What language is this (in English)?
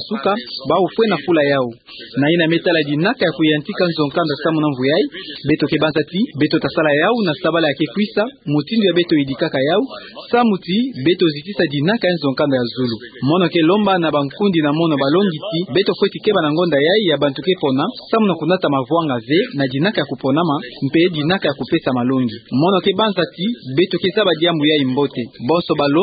Kituba (Democratic Republic of Congo)